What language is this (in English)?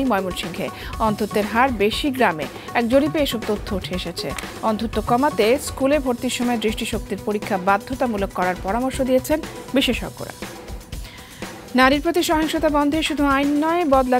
Bangla